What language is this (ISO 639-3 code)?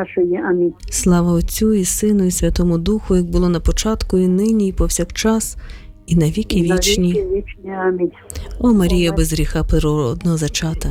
ukr